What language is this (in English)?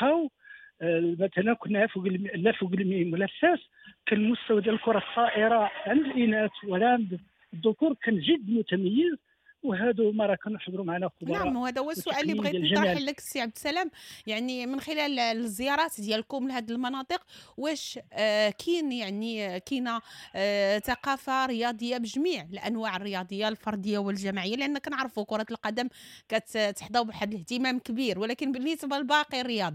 Moroccan Arabic